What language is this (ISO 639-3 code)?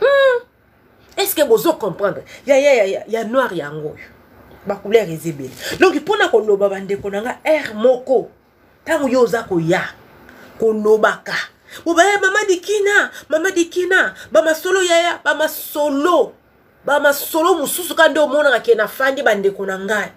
lin